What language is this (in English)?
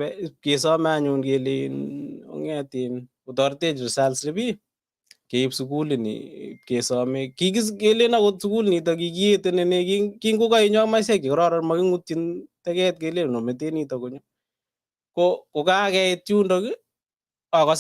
Kalenjin